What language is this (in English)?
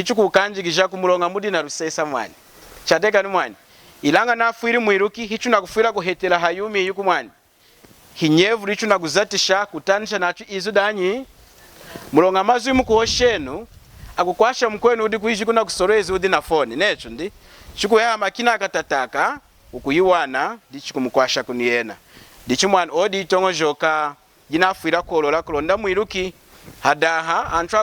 Lunda